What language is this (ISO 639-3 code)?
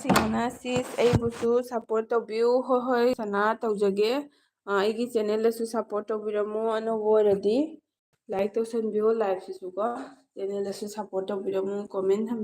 mni